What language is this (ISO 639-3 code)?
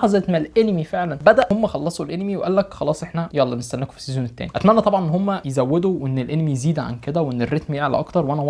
arz